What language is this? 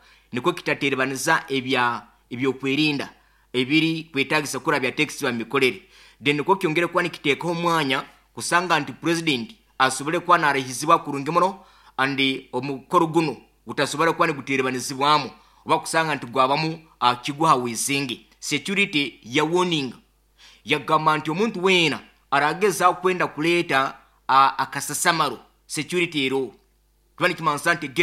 Nyankole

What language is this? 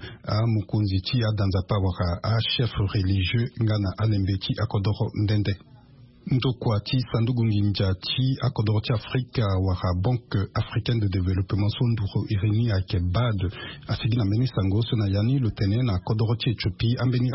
Sango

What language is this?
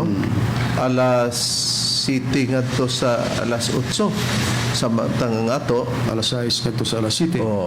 Cebuano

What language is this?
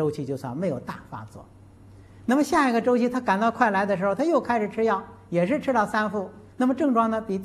Chinese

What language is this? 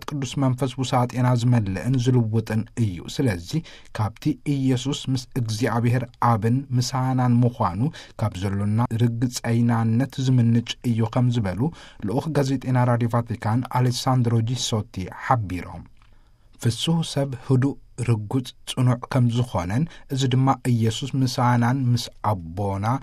Tigrinya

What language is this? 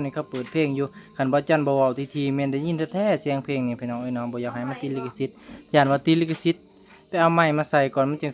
Northeastern Thai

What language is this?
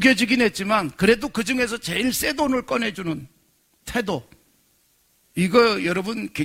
Korean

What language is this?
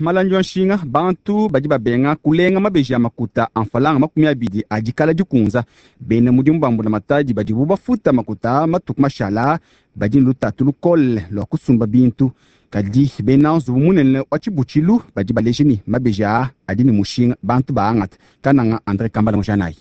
Luba-Lulua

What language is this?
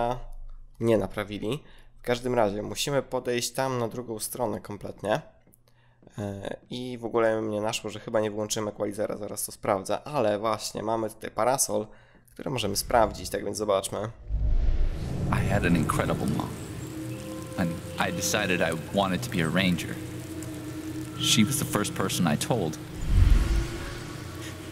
Polish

